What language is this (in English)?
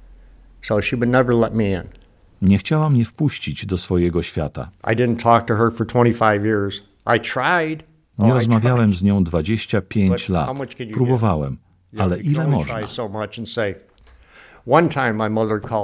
Polish